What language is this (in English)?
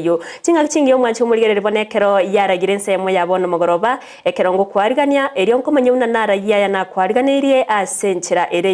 Gusii